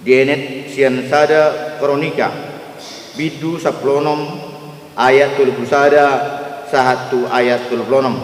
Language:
Batak Toba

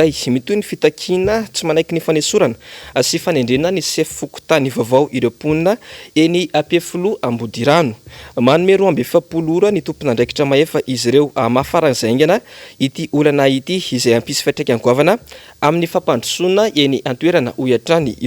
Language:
Malagasy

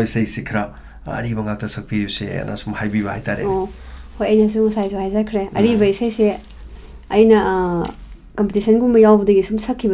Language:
Manipuri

